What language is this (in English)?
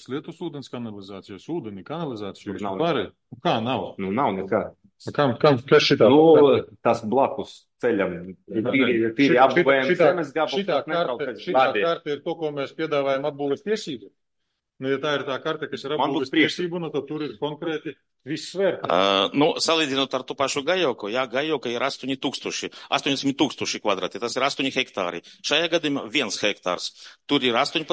Latvian